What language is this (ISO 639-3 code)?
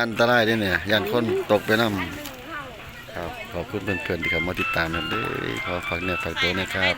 tts